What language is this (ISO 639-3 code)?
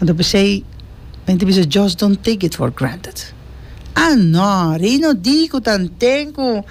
pap